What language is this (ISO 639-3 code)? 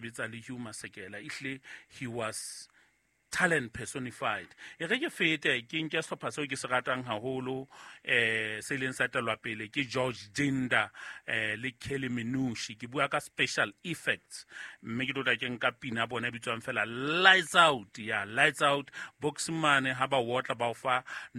sot